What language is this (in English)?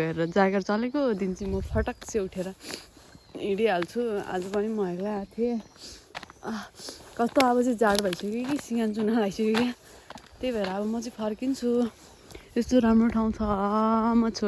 Nepali